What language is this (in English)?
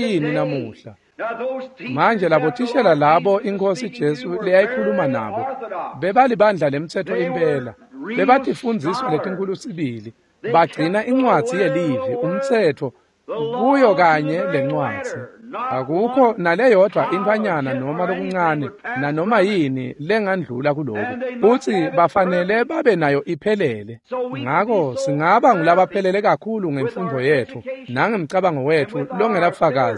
Swati